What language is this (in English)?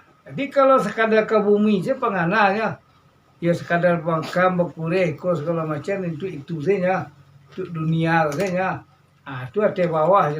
Minangkabau